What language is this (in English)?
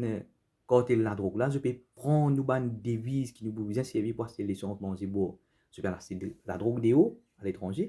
Morisyen